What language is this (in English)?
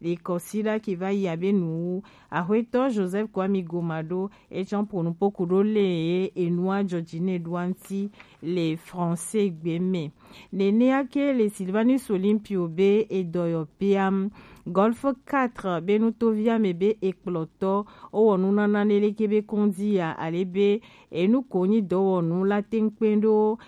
Gen